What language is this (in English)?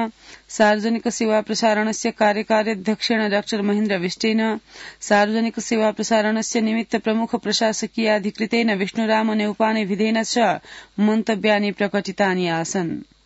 Sanskrit